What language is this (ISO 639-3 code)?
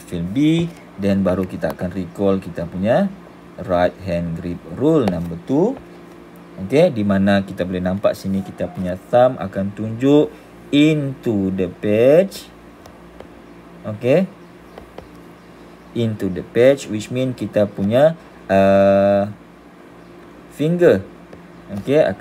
msa